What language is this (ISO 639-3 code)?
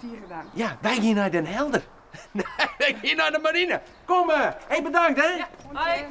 fry